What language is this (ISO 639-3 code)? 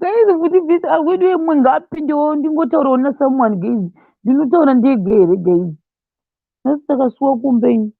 sna